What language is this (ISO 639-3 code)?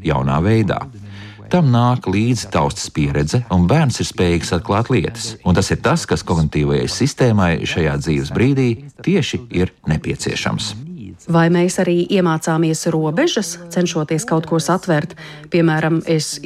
lav